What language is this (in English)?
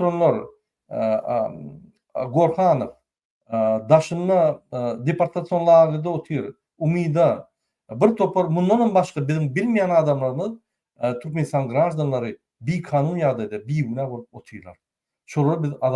Turkmen